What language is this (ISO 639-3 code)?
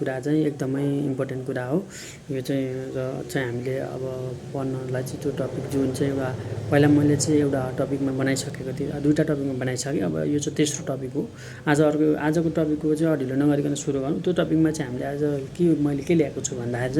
nep